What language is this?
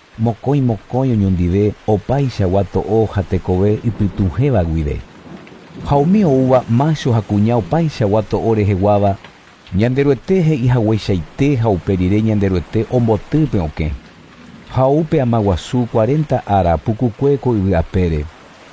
Guarani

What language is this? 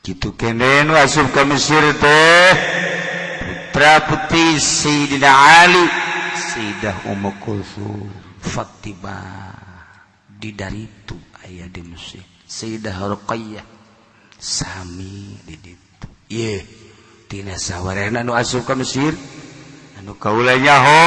Sundanese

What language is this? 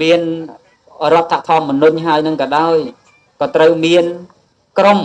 Khmer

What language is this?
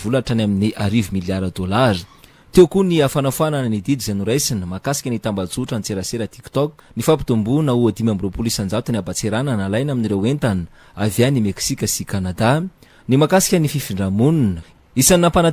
Malagasy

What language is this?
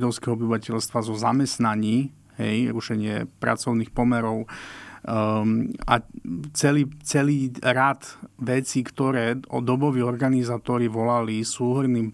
Slovak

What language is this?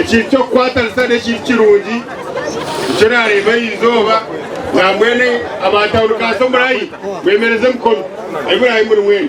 Nyankole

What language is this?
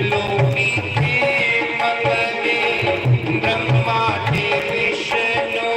Dogri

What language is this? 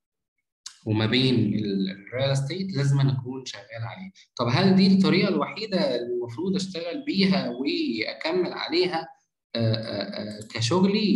Egyptian Arabic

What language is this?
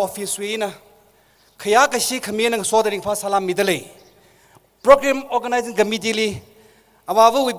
Tangkhul Naga (India)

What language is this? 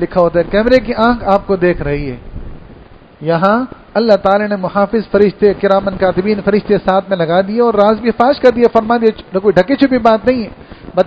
Urdu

